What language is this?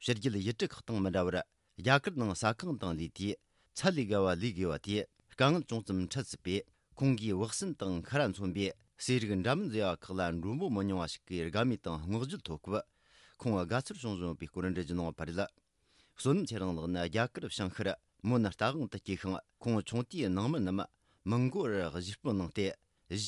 Tibetan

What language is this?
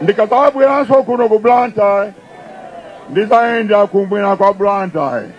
Nyanja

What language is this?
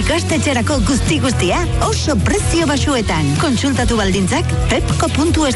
Basque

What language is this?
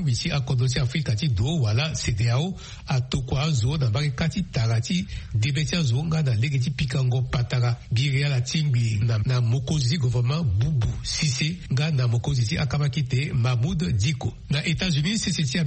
Sango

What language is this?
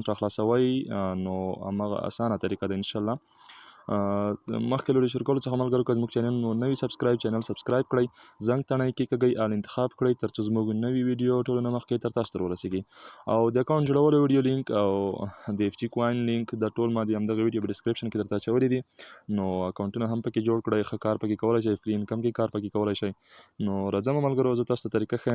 Pashto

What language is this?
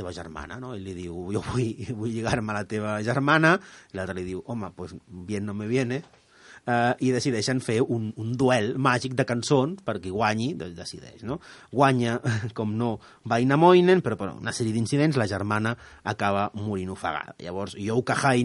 Catalan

